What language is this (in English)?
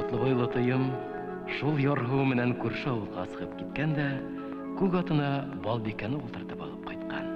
Bashkir